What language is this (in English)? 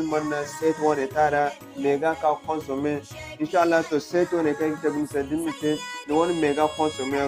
Zarma